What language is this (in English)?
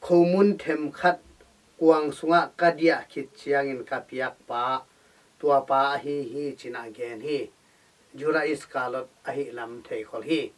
Tedim Chin